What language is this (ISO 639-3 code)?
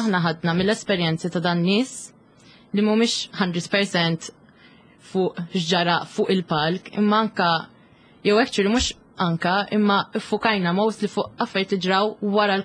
mlt